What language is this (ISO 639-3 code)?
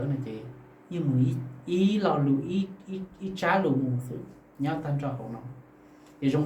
hmn